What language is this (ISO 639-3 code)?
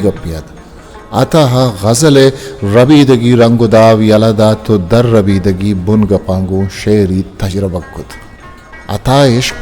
bgp